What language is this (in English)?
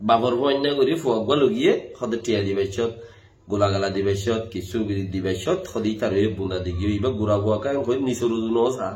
Rohingya